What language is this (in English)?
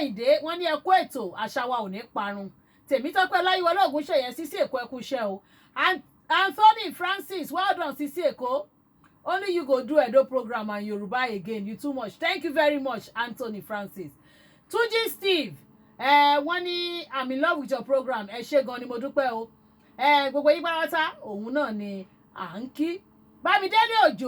Yoruba